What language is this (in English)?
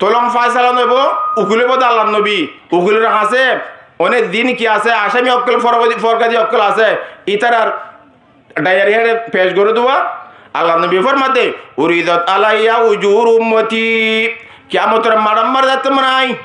Rohingya